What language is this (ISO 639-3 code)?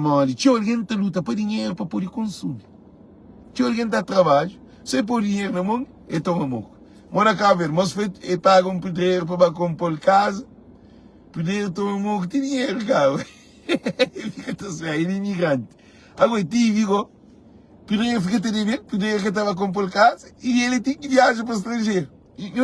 kea